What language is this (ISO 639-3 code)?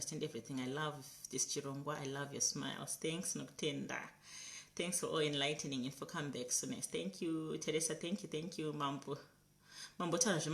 sna